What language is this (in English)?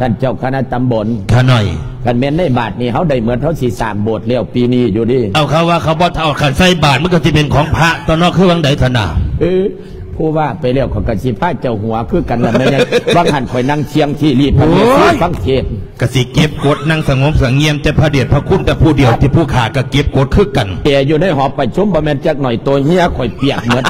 Lao